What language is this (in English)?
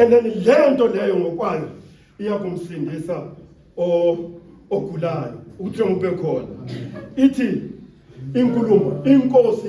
Zulu